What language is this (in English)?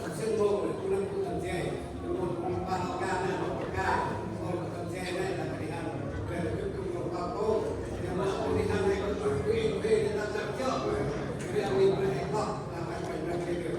Central Mnong